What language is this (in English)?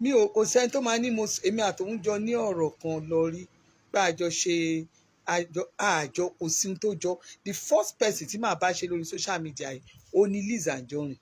Yoruba